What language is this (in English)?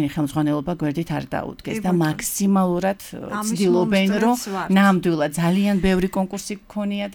Georgian